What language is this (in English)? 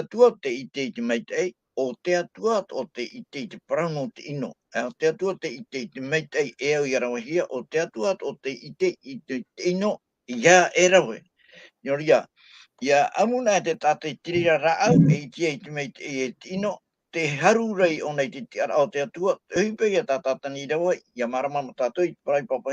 Tahitian